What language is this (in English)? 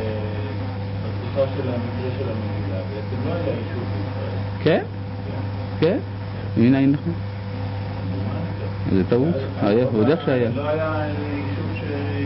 Hebrew